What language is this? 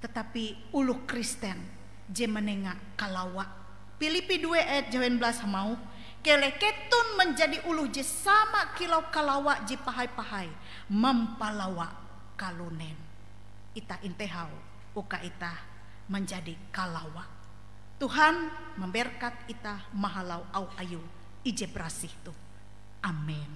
Ngaju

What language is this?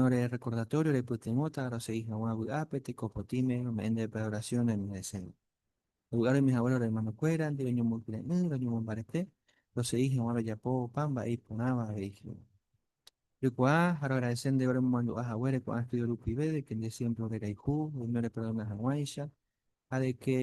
Guarani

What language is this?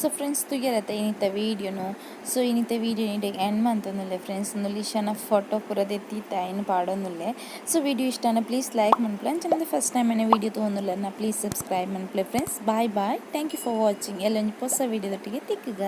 Tulu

